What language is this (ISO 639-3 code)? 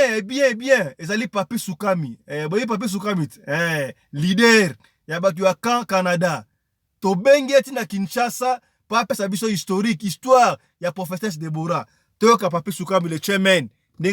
lin